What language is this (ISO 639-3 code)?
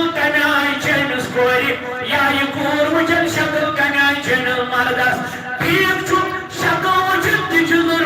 kas